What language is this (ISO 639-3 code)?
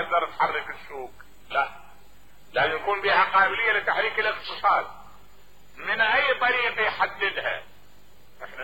acm